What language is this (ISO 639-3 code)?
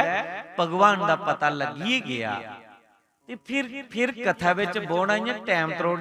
doi